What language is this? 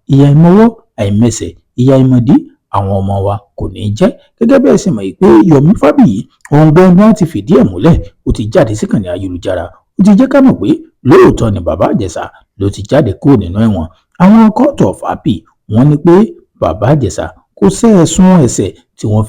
Yoruba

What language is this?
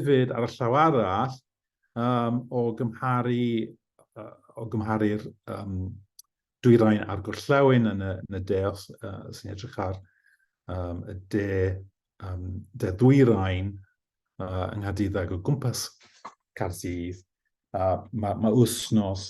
Welsh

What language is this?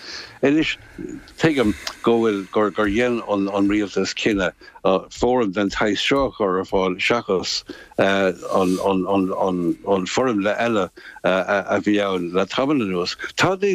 Irish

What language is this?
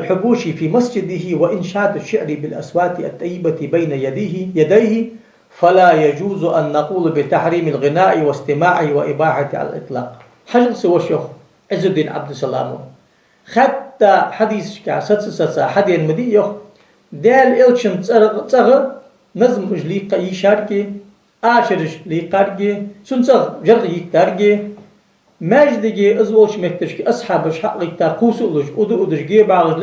Ingush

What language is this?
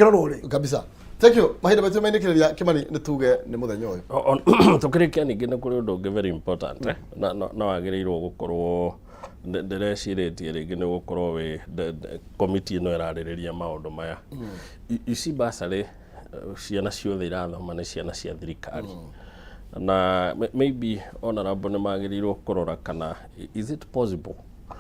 Kikuyu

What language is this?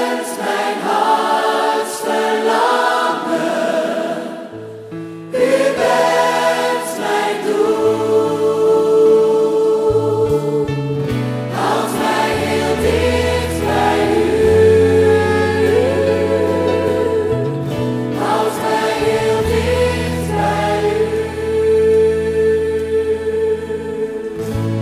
Dutch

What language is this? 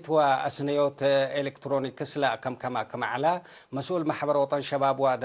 Tigre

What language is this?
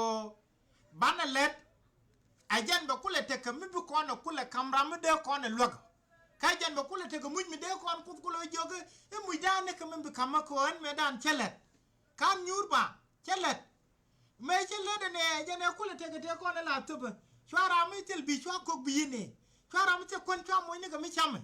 Nuer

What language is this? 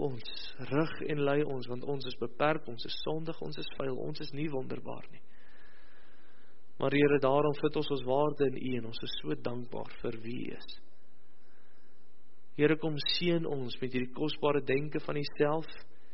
Afrikaans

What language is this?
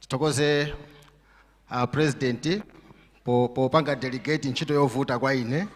Nyanja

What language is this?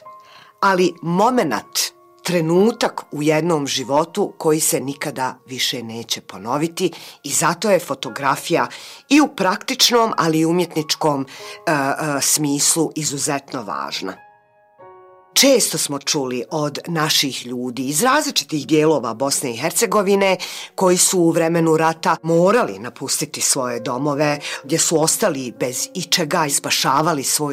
Bosnian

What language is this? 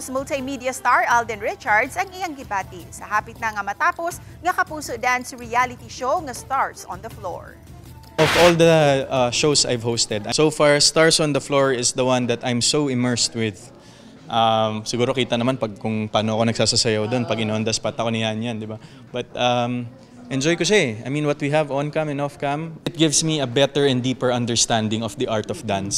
Cebuano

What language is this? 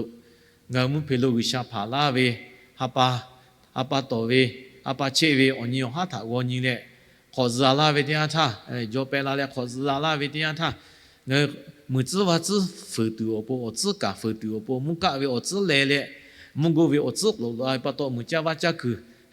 Lahu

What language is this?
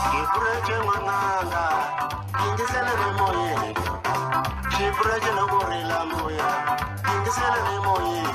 Tsonga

